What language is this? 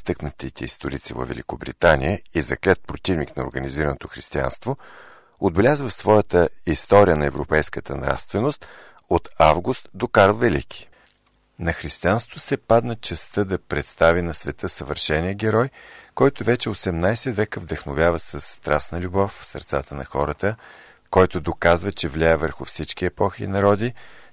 Bulgarian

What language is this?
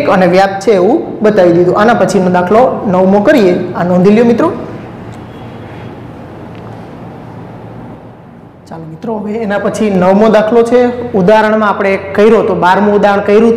Gujarati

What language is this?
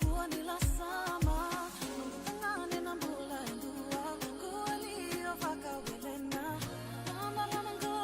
Fijian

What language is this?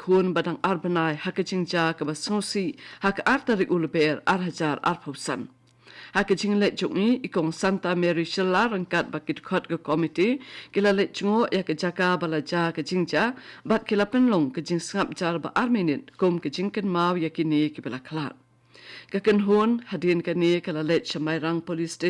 Khasi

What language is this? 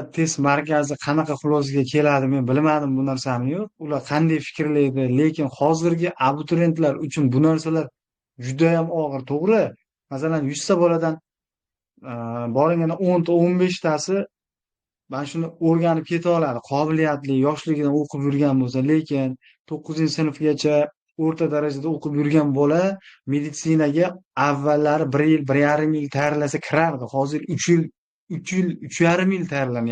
Uzbek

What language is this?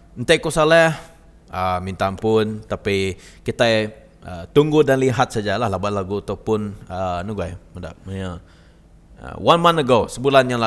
Iban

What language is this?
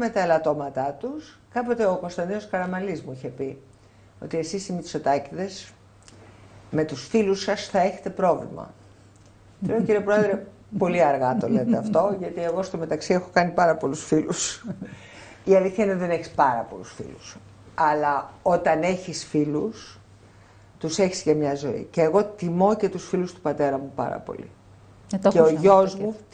Greek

